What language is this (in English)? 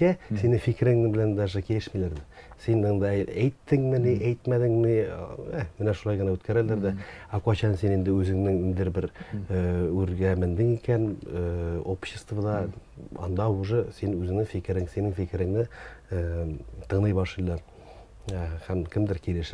Tatar